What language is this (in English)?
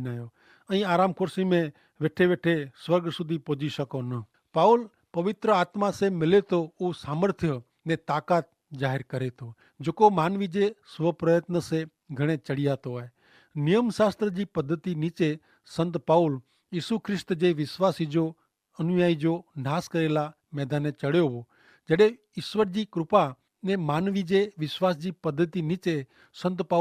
Kachhi